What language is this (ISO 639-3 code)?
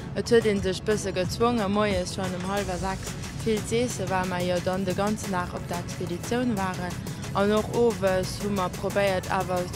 ltz